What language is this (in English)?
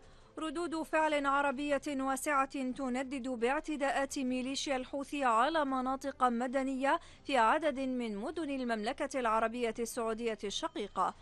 Arabic